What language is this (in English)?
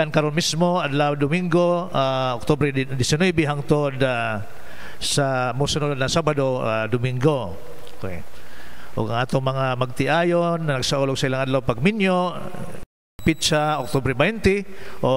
Cebuano